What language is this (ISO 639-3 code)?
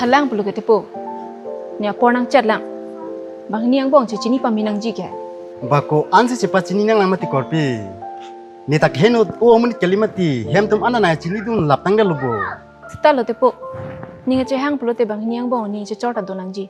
mjw